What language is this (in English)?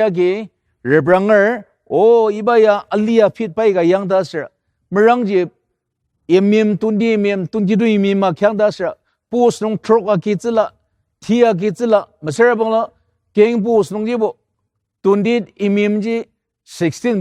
Ao Naga